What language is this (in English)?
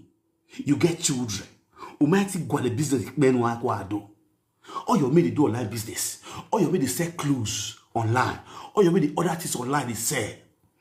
Nigerian Pidgin